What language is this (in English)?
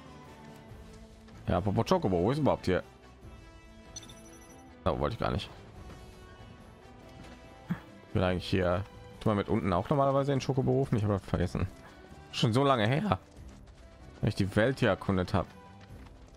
German